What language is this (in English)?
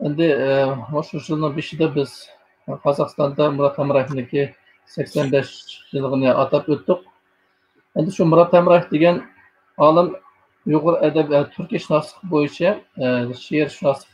Uyghur